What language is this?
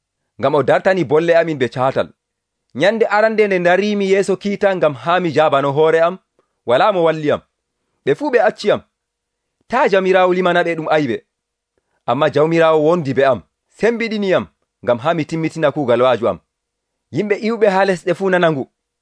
Nigerian Fulfulde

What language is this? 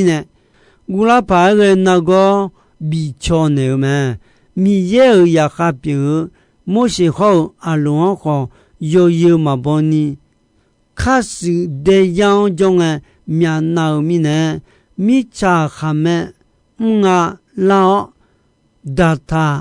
Akha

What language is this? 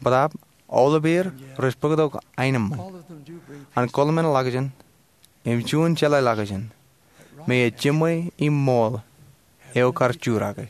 Marshallese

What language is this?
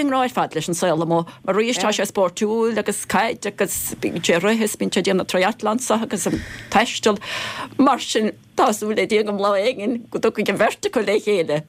Irish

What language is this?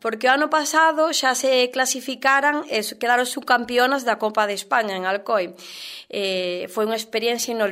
Galician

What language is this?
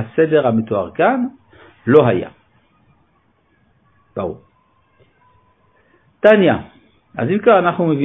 Hebrew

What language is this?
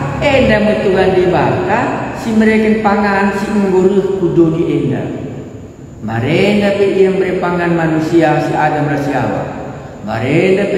Batak Karo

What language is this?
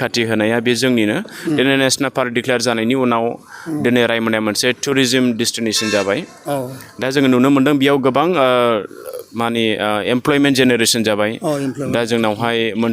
Bodo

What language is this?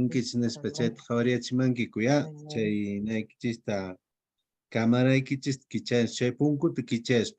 Quechua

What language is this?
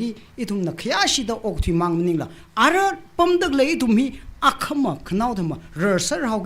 Tangkhul Naga (India)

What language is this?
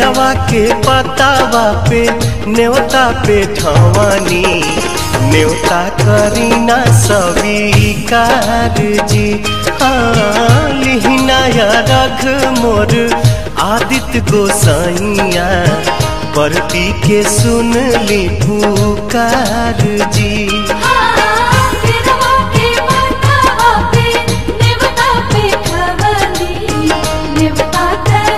Bhojpuri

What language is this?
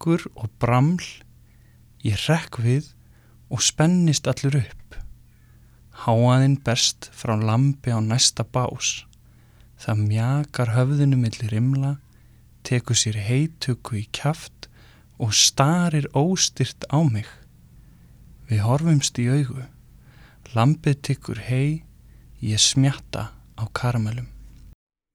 Icelandic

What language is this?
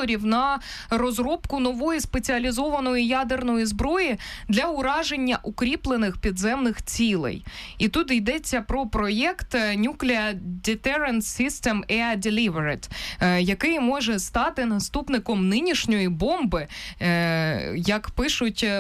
Ukrainian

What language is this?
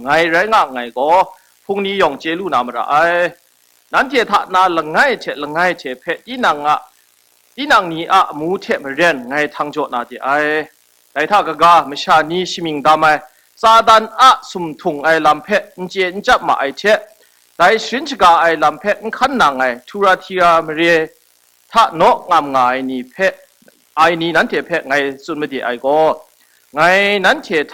Kachin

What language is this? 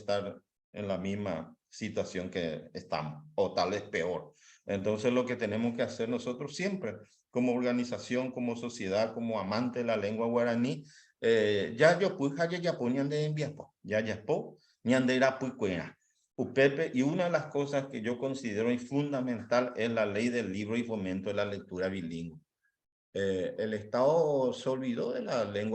Guarani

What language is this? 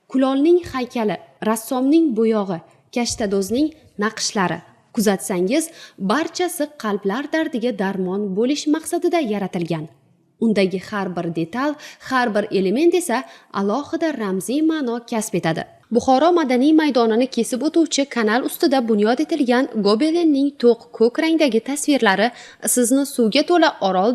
Uzbek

